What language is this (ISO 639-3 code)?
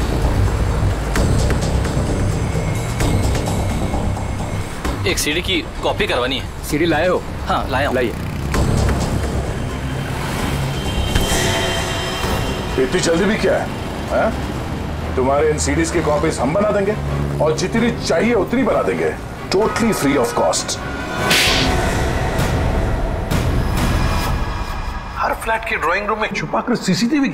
hin